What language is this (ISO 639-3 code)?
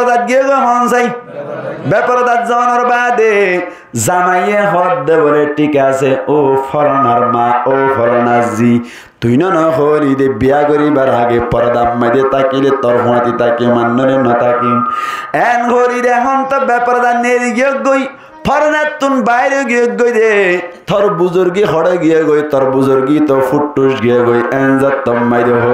rhg